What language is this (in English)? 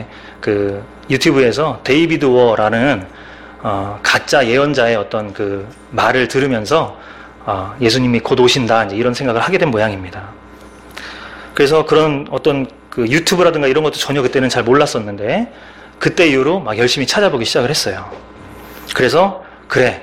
Korean